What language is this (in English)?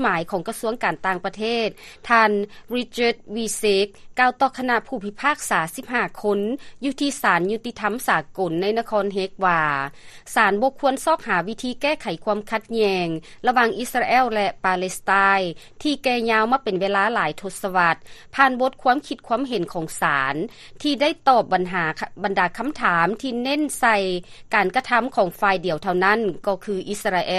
Lao